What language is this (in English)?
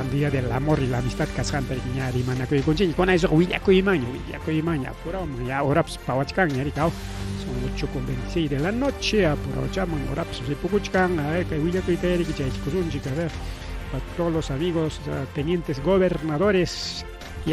Ayacucho Quechua